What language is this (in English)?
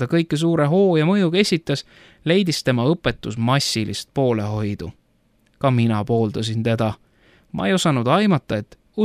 Estonian